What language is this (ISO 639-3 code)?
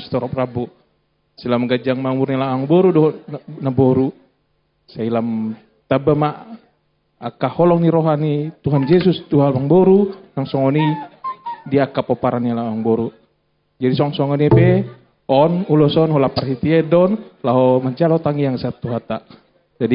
bbc